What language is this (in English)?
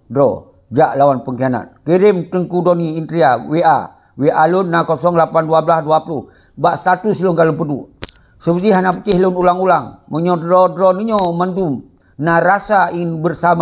Achinese